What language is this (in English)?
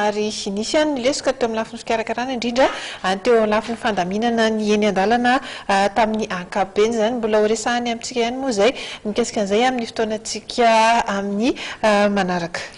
Malagasy